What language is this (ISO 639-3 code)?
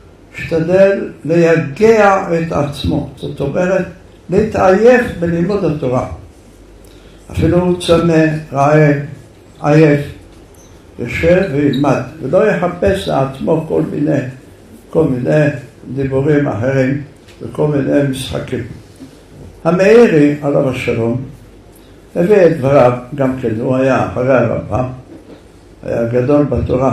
heb